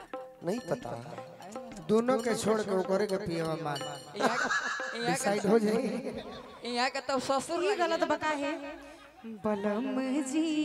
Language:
Bhojpuri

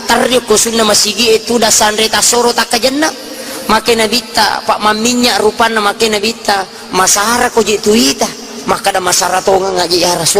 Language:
Buginese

